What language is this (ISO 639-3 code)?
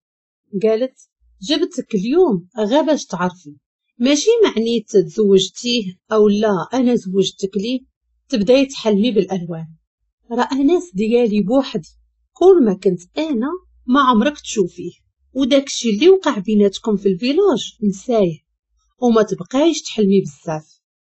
ary